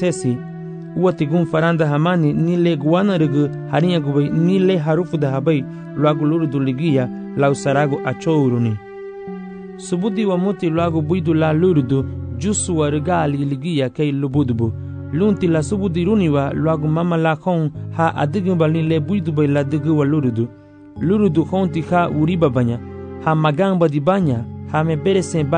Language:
Garifuna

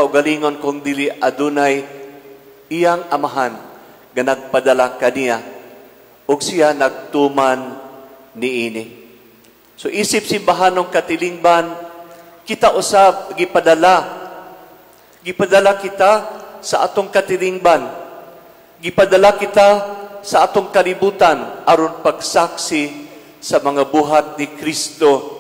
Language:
Cebuano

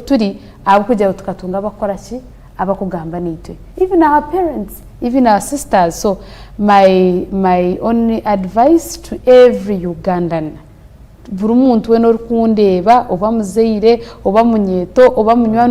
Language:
Nyankole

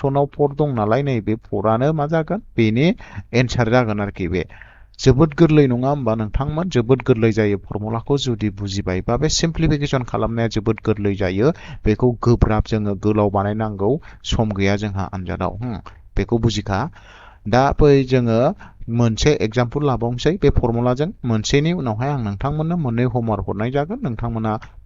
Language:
Bodo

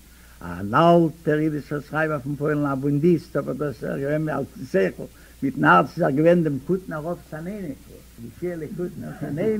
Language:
Yiddish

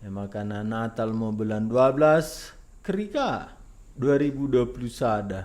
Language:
Batak Karo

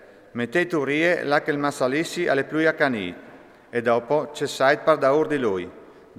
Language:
Friulian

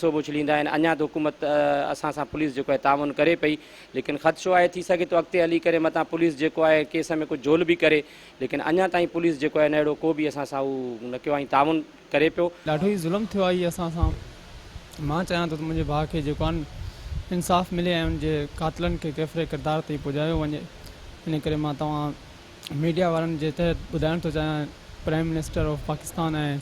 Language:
Sindhi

